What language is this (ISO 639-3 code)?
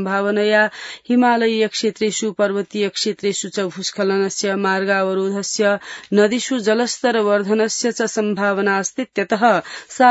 san